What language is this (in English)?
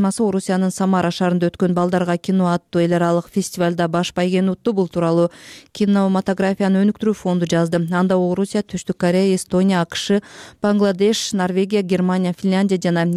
Kyrgyz